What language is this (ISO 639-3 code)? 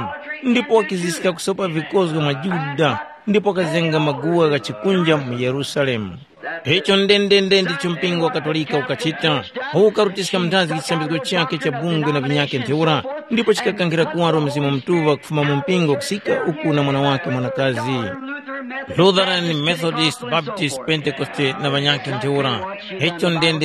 tum